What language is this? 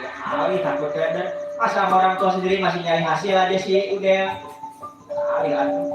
Betawi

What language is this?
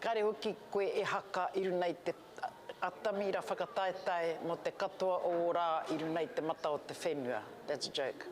Māori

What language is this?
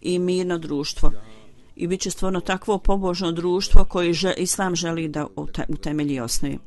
Bosnian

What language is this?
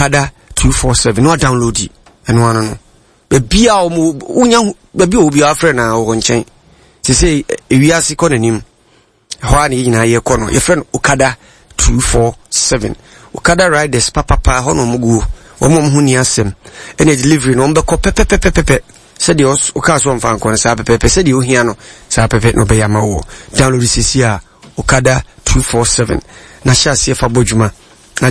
Akan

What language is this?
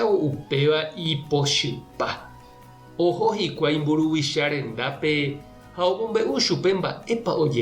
Guarani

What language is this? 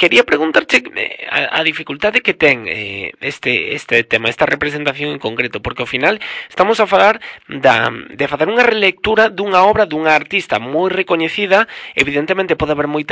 Galician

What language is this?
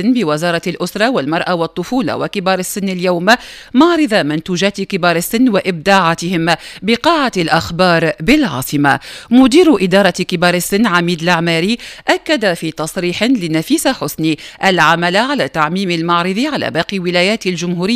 Tunisian Arabic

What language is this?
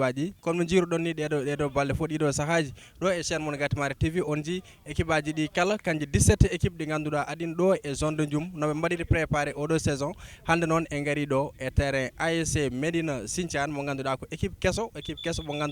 Fula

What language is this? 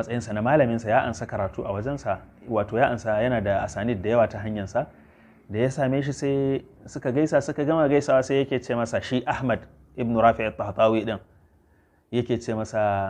Hausa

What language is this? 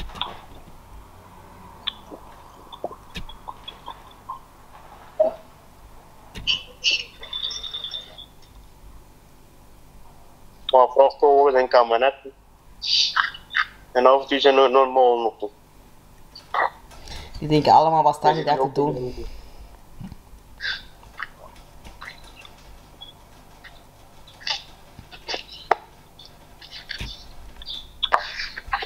Dutch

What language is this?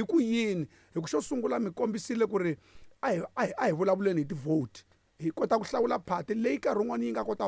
Tsonga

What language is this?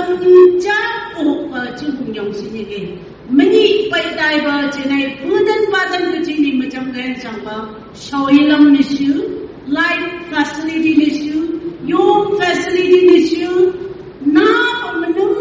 Phom Naga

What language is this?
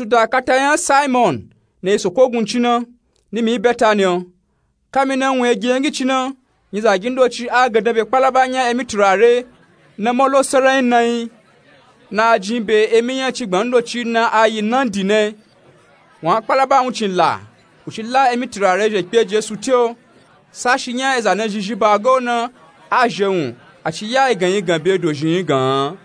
Nupe-Nupe-Tako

